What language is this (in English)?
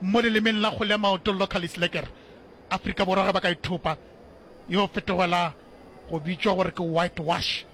Northern Sotho